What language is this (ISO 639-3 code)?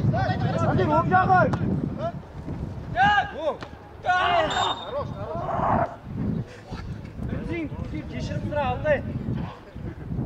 kaz